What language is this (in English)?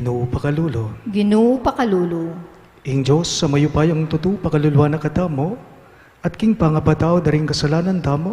Pampanga